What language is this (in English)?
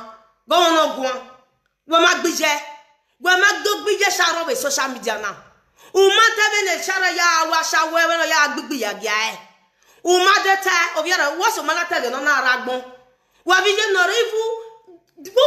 Nigerian Pidgin